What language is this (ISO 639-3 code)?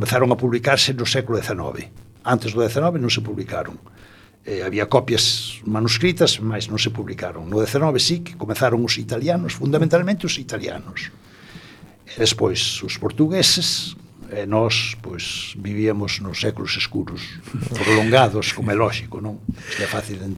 glg